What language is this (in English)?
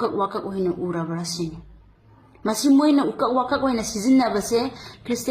Manipuri